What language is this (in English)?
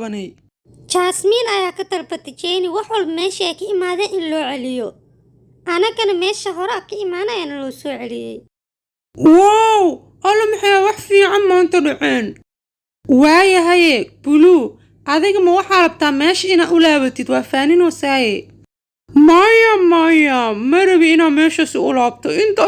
Somali